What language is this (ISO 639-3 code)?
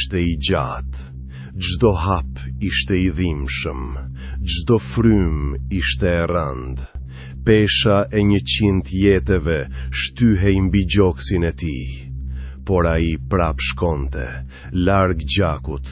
sqi